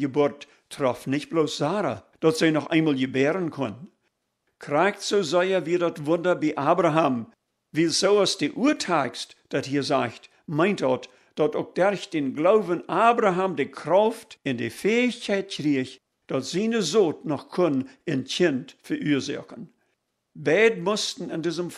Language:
Plautdietsch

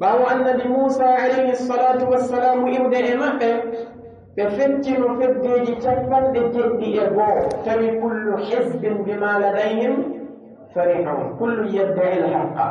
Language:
Pular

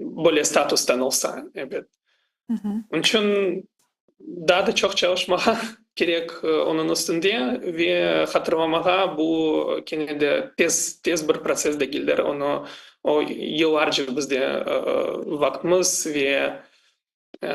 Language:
Crimean Tatar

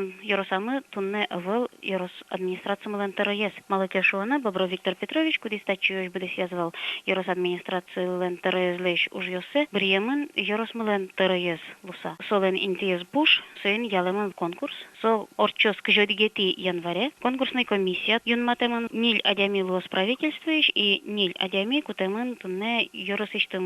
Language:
Udmurt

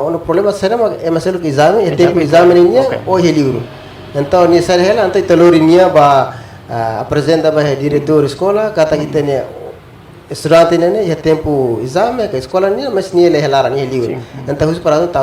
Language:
Tetum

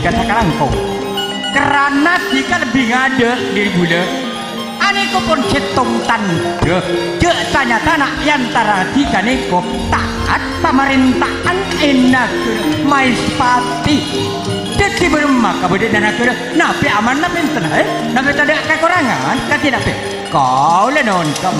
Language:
Madurese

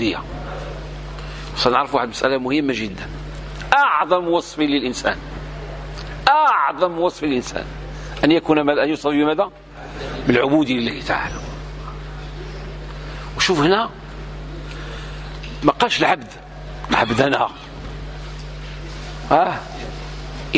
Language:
Moroccan Arabic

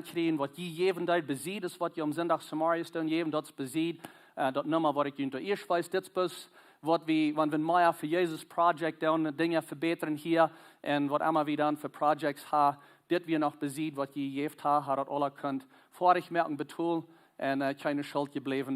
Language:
Plautdietsch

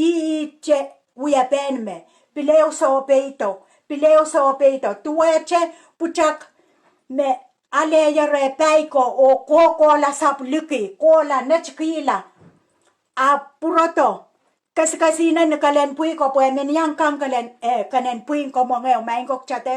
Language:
Pohnpeian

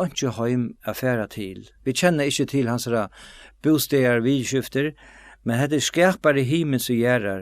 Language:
Faroese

